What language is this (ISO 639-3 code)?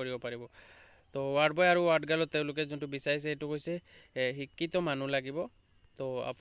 asm